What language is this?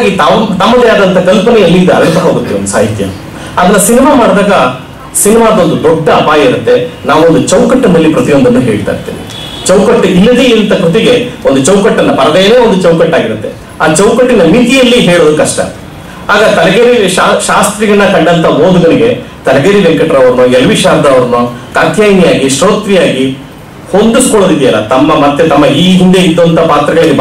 Kannada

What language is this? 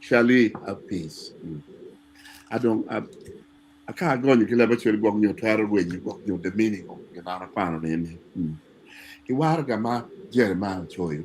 Acoli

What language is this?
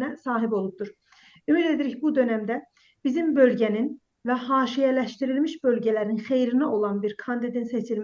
South Azerbaijani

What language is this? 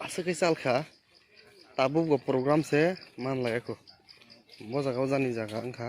Kok Borok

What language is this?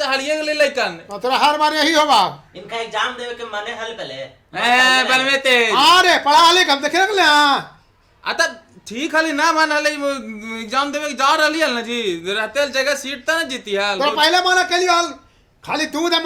Magahi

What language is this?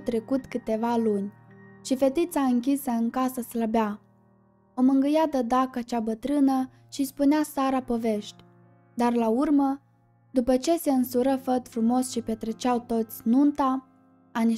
Romanian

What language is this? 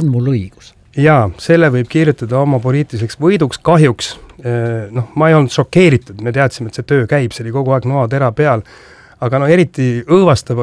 Estonian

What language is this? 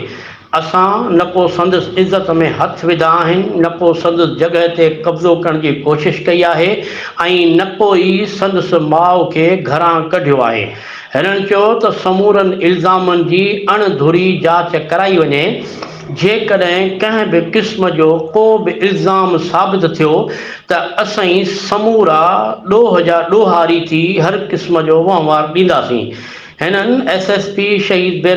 Sindhi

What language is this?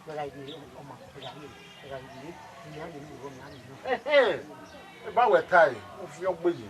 Bini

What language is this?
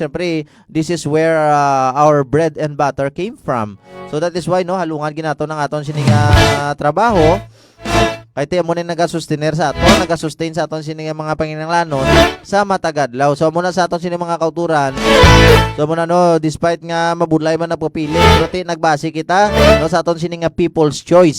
Hiligaynon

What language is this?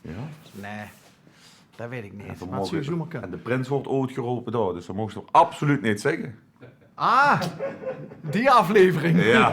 Limburgish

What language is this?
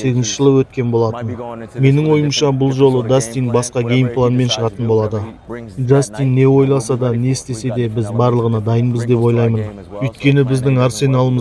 Kazakh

